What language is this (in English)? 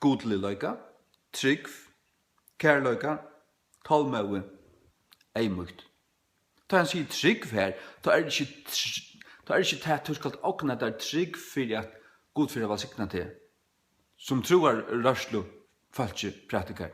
Faroese